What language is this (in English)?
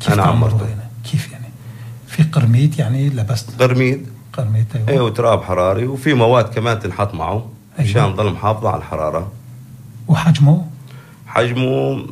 North Levantine Arabic